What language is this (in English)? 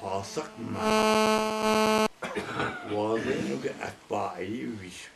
Zaza